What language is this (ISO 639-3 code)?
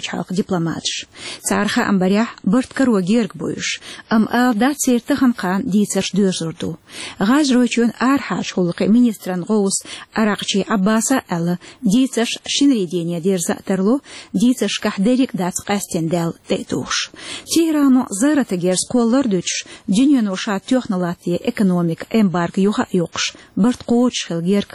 che